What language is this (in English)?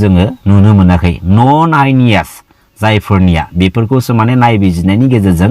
Bodo